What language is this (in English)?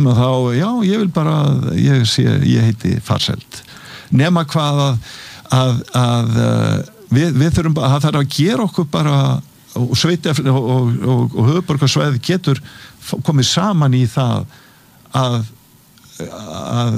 Icelandic